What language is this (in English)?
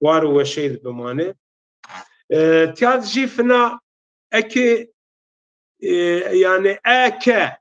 Zaza